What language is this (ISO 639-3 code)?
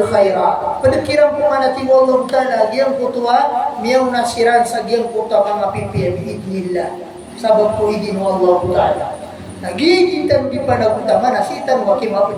mrw